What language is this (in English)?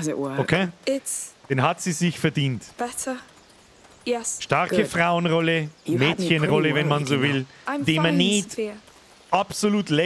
Bavarian